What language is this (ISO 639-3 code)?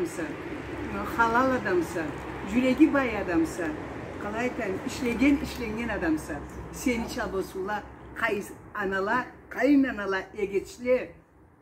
krc